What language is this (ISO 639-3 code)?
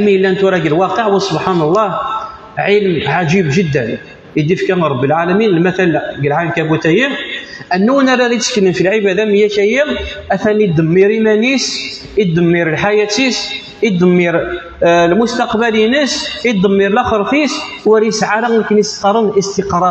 kab